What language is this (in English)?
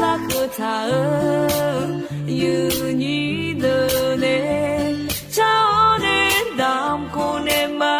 Akha